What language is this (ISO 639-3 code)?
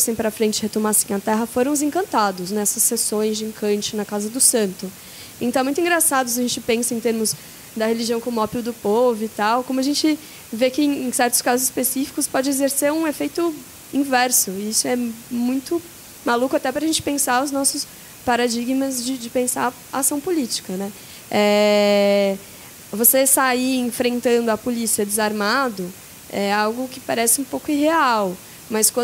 por